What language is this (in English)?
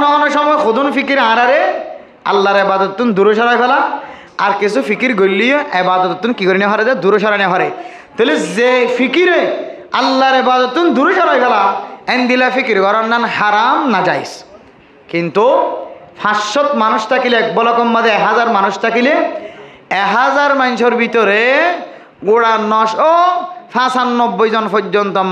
Rohingya